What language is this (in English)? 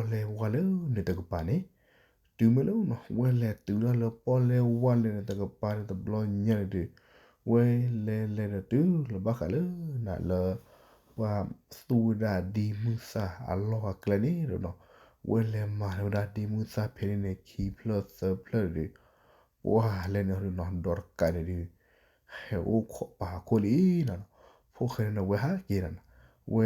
S'gaw Karen